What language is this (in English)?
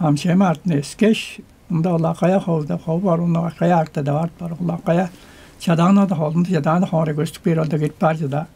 Tuvinian